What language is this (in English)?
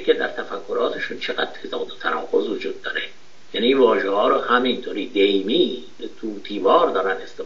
Persian